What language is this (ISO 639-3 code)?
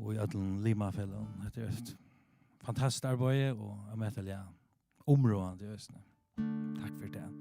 fao